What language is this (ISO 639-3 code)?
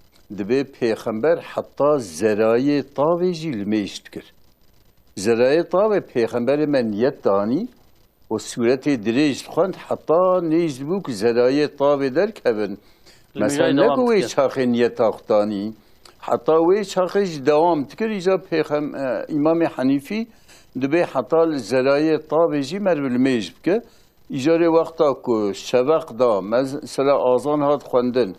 kur